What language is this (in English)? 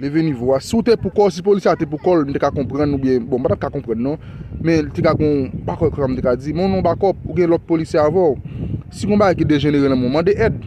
Haitian Creole